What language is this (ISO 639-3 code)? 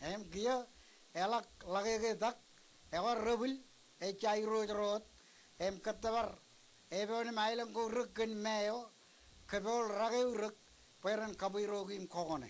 mah